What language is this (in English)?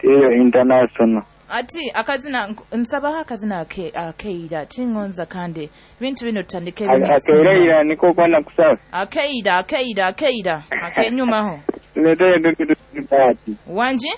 Nyoro